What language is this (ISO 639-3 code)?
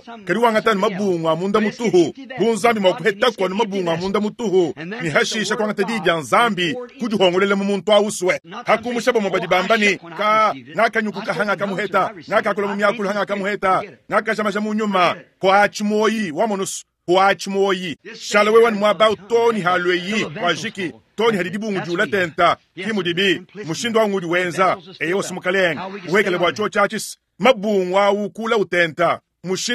lua